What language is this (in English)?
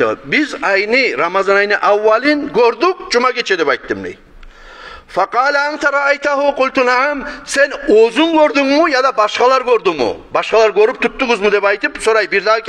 Kumyk